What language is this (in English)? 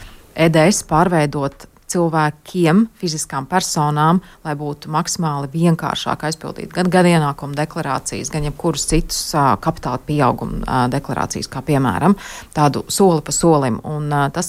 Latvian